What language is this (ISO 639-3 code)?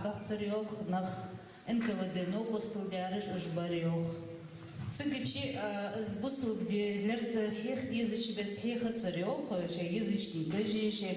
inh